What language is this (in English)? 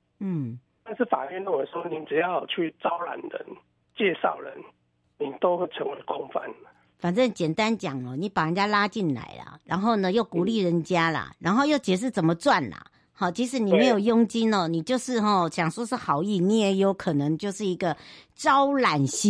Chinese